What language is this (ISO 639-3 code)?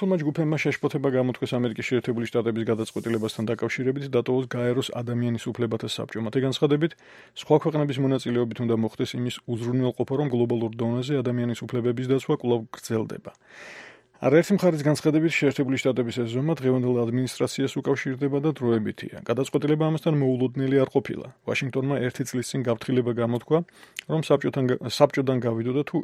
kat